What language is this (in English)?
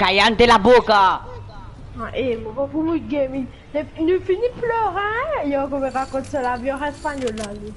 Morisyen